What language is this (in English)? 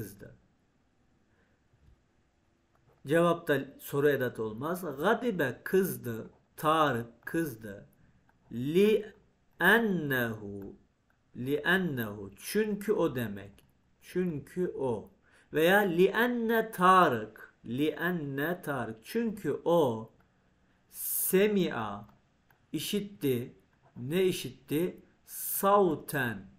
Turkish